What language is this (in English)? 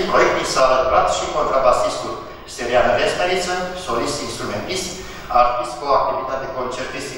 Romanian